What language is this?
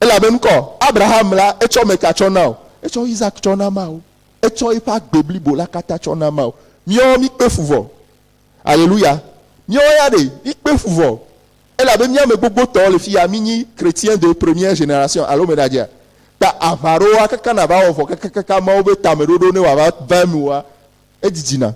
Ewe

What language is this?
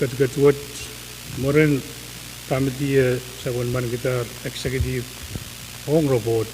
Pohnpeian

